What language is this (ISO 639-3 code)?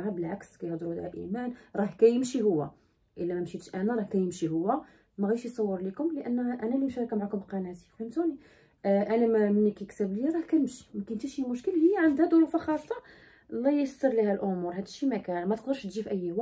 ary